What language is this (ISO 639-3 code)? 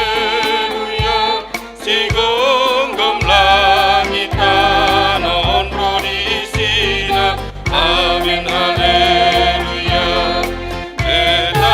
bbc